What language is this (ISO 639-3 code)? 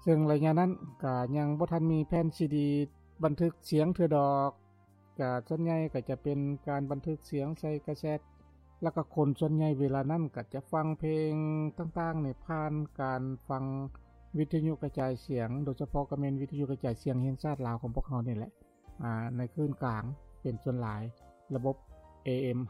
lao